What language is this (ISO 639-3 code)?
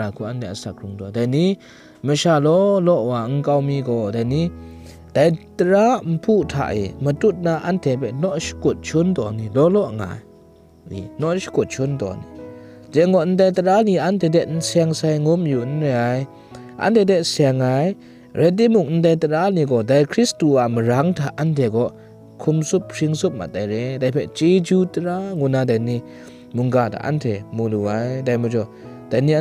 kac